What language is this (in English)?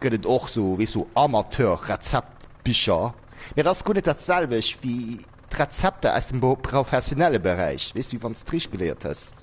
Luxembourgish